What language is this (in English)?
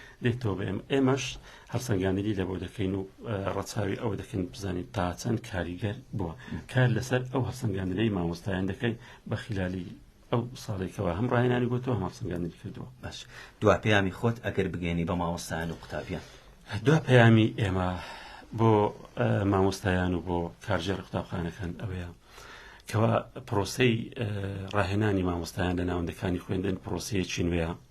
Central Kurdish